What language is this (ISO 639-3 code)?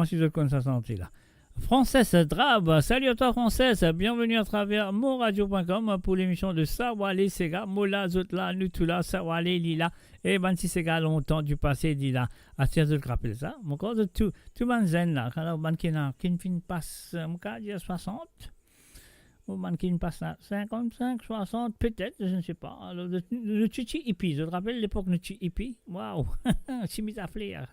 mfe